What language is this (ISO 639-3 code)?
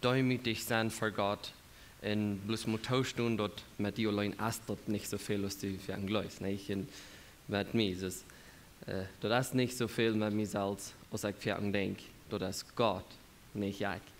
pdt